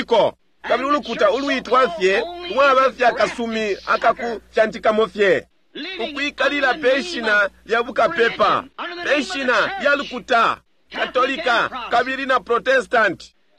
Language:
Bemba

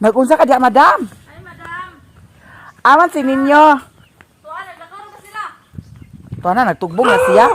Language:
Cebuano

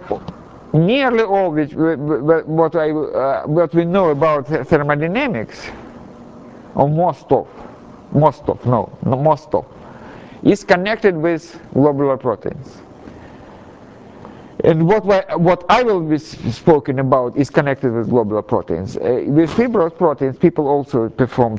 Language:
English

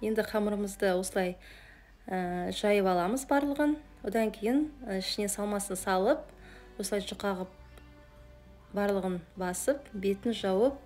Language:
Kazakh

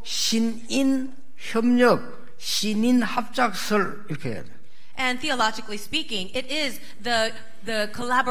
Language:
Korean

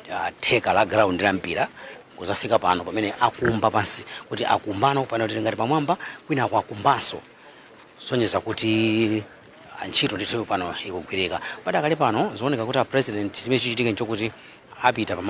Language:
Nyanja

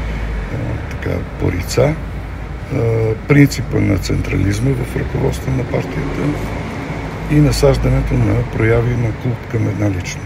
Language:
Bulgarian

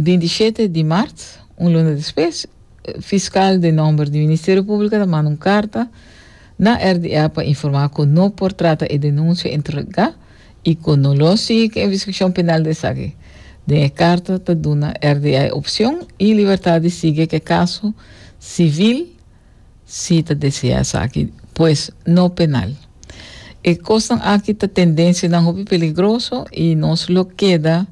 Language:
Papiamento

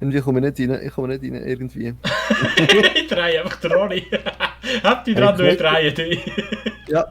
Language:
Swiss German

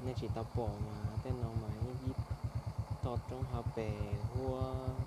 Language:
Hmong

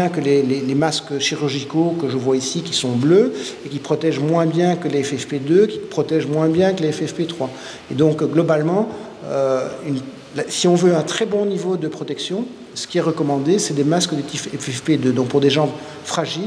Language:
French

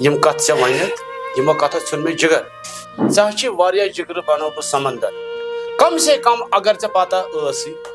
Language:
Kashmiri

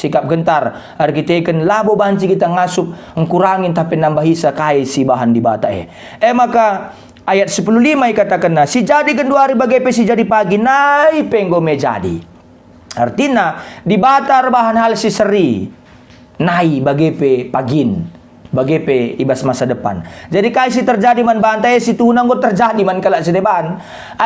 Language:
Batak Karo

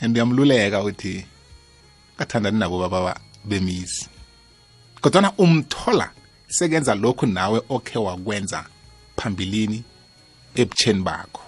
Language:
South Ndebele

